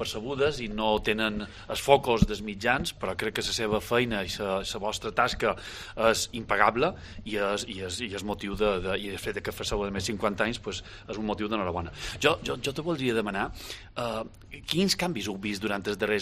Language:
Catalan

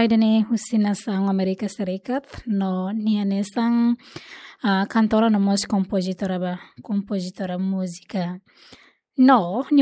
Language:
Tetum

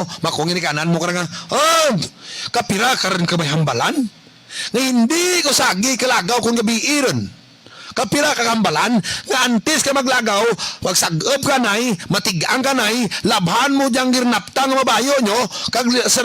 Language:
Hiligaynon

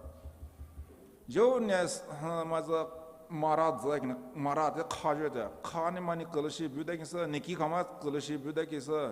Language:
Poumei Naga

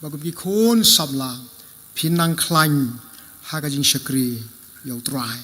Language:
Khasi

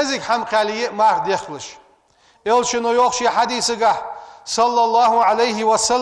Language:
Ingush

